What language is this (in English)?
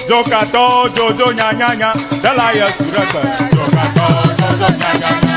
Ewe